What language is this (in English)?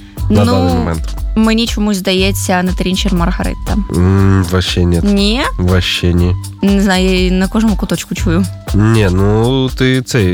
Ukrainian